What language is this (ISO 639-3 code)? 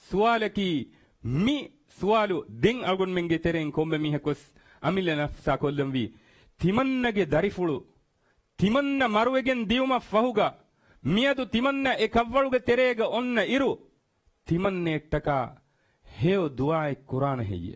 div